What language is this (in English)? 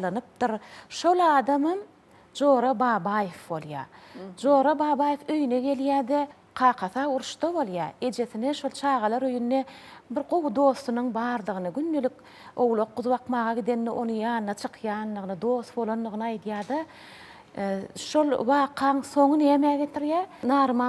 Turkmen